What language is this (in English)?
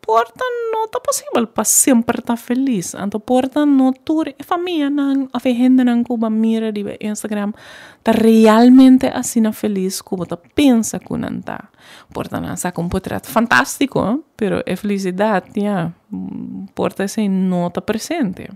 Papiamento